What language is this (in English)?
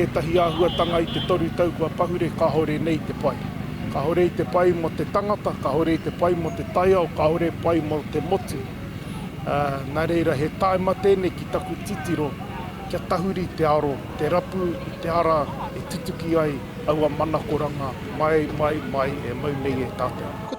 Māori